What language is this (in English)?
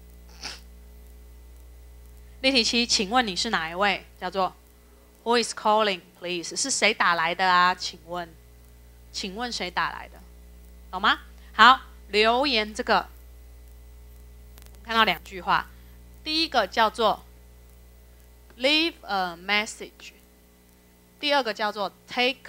Chinese